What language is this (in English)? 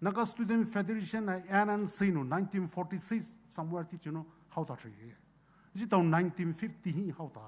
Poumei Naga